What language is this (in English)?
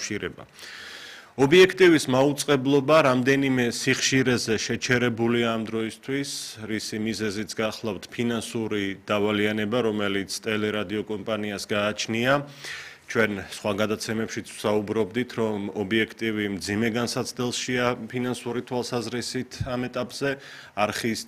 Georgian